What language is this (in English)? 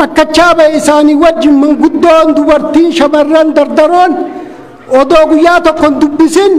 Oromo